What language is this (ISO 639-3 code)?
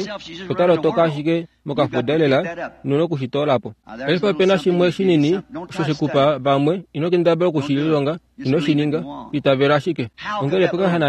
kua